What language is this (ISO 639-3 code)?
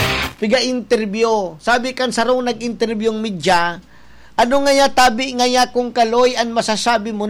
bik